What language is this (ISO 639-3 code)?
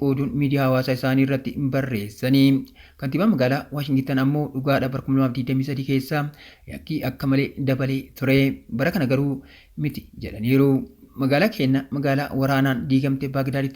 orm